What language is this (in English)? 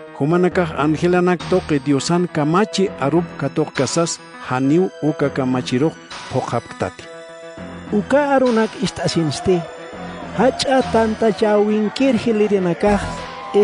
Aymara